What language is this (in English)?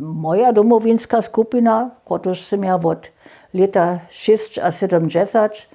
Upper Sorbian